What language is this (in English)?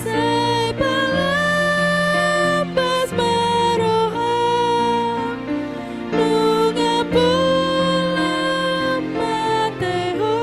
Batak Toba